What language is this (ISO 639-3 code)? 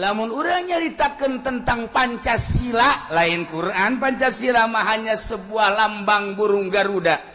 sun